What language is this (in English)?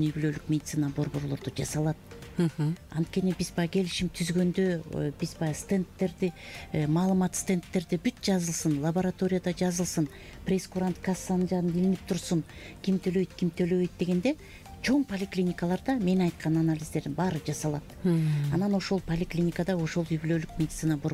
Kyrgyz